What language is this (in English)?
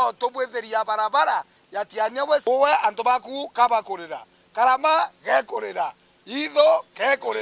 Meru